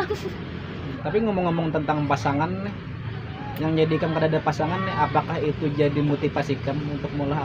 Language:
Banjar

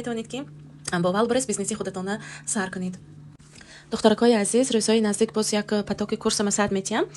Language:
Tajik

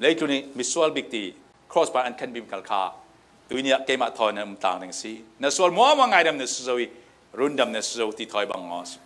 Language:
Falam Chin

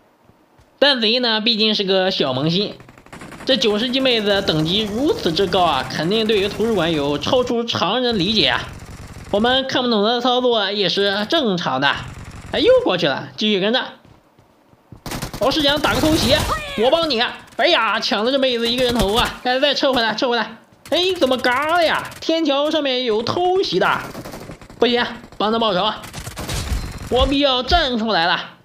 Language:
Chinese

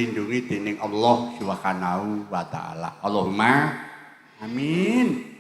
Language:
Javanese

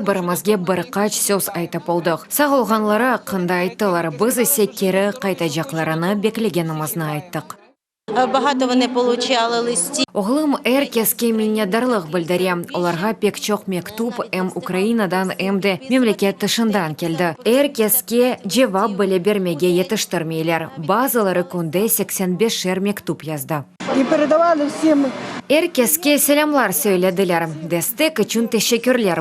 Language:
Crimean Tatar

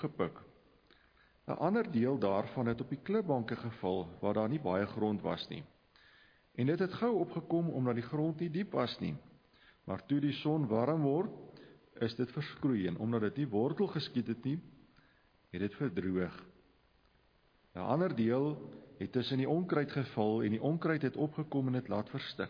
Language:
Afrikaans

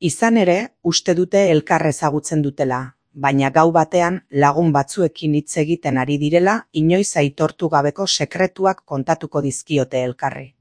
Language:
Basque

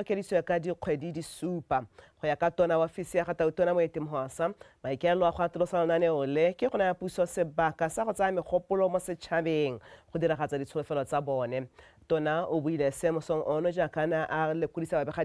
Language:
Tswana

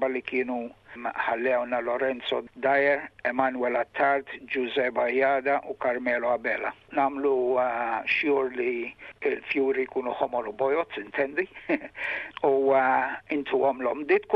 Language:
Maltese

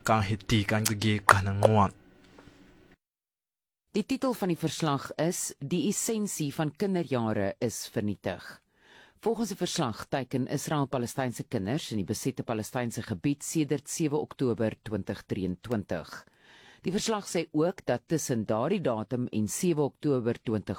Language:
Afrikaans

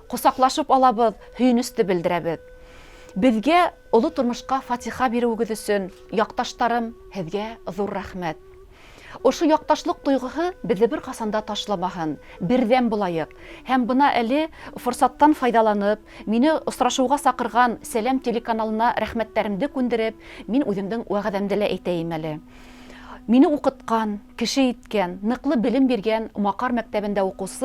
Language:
Bashkir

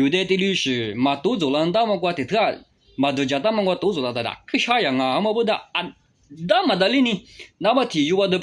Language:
Lisu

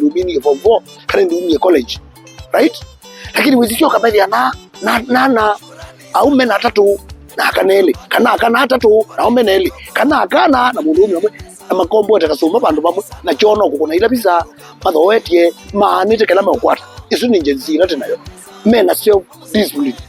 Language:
Kamba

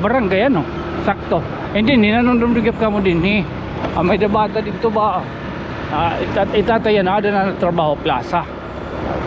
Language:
Waray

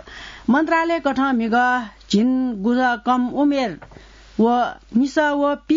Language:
Newari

